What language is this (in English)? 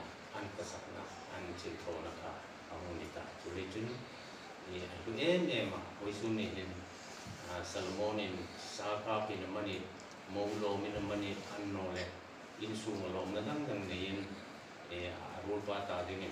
Hmar